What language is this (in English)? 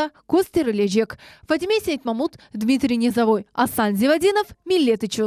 Crimean Tatar